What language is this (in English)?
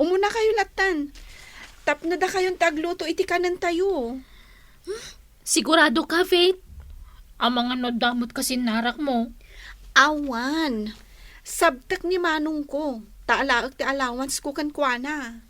Iloko